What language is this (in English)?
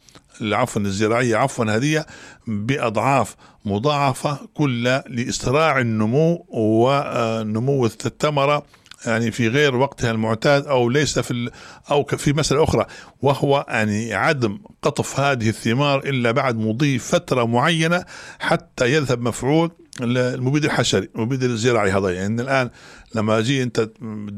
Arabic